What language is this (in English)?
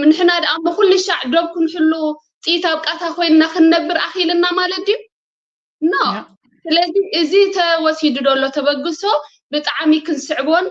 Tigrinya